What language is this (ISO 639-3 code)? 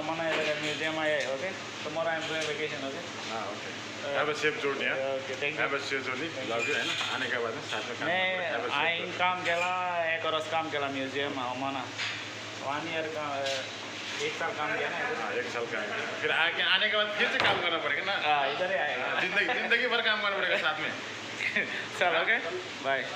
kok